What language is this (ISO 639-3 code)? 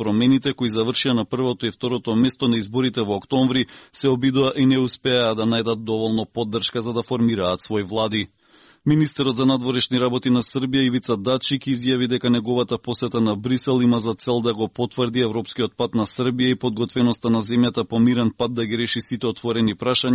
mkd